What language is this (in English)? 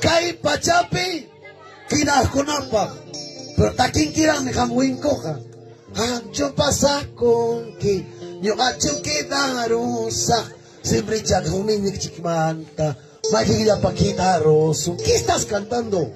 Ayacucho Quechua